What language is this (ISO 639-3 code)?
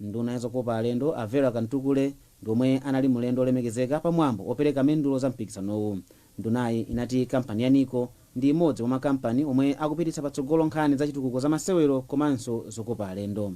nya